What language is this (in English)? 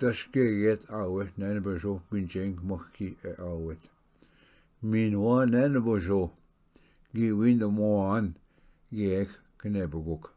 Ojibwa